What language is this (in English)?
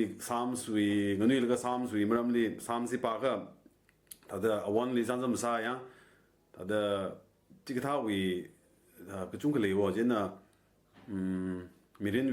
Tangkhul Naga (India)